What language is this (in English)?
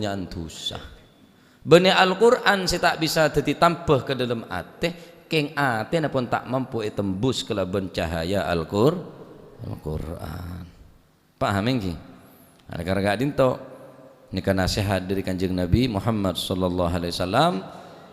Madurese